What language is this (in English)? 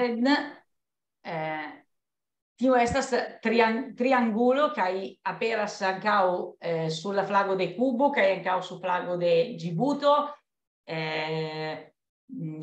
Esperanto